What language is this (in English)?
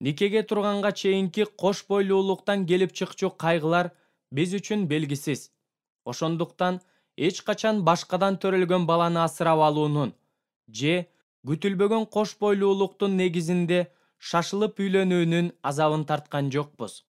Kyrgyz